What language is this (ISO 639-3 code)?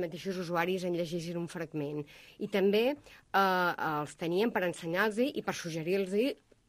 cat